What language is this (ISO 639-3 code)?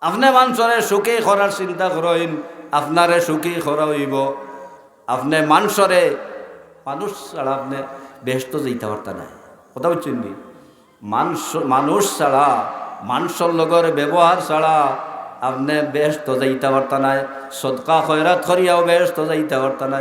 syl